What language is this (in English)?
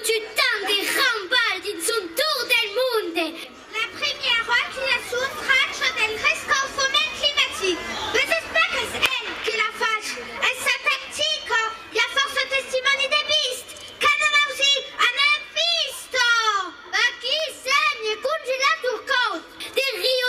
Occitan